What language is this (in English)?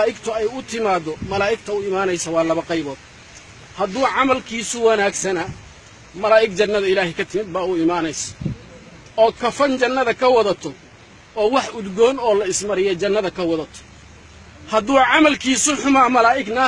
Somali